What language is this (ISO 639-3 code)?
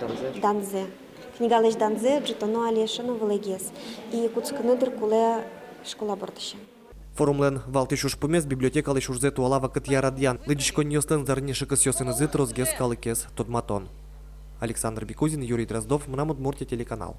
udm